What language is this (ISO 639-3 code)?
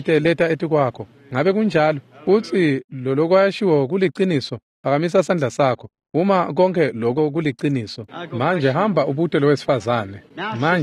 ssw